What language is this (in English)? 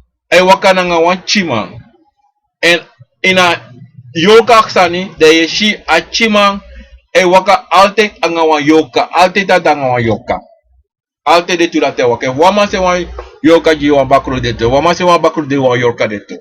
Sranan Tongo